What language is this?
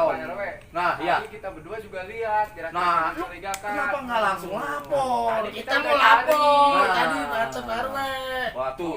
Betawi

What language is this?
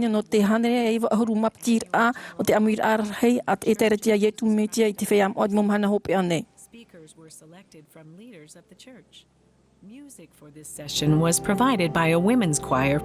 Tahitian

